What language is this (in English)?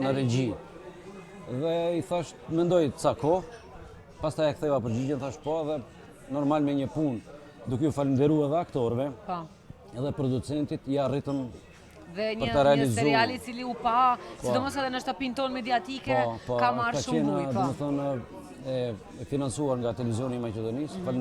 Albanian